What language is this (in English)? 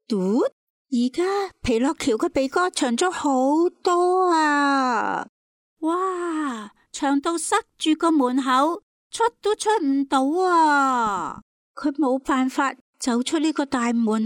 Cantonese